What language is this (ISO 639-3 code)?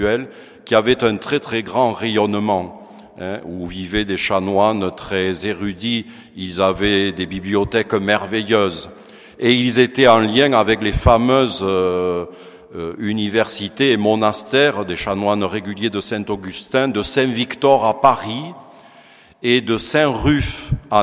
fra